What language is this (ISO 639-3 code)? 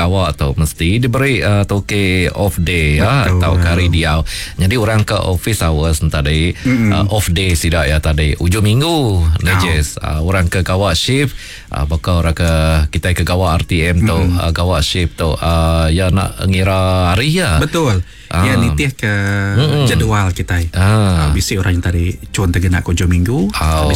iba